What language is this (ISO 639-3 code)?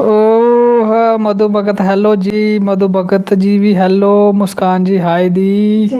doi